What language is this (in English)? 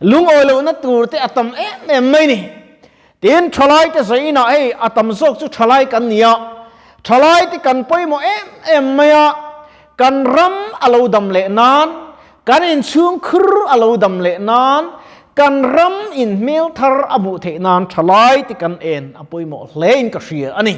Mizo